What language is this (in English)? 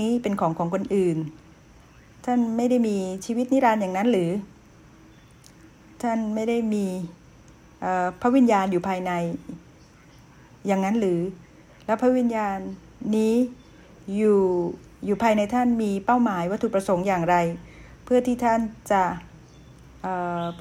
Thai